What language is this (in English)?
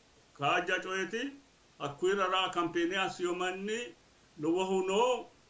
Sidamo